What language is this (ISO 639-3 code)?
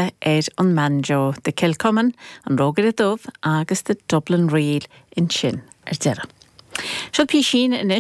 gle